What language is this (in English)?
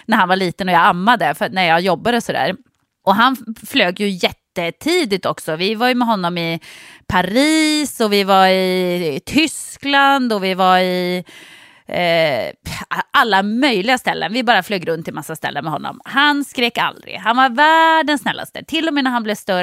Swedish